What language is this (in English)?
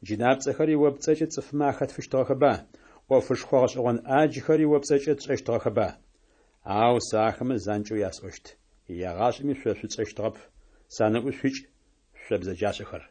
Adyghe